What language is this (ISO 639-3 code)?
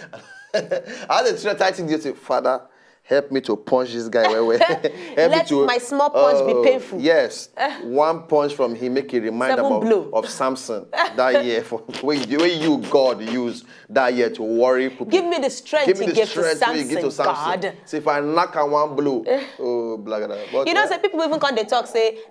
pcm